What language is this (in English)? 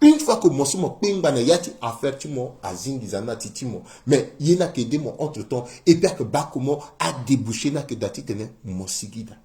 Sango